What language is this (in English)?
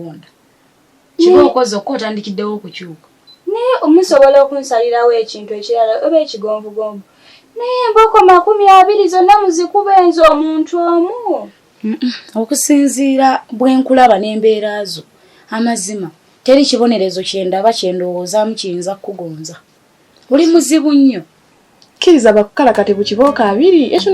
Ganda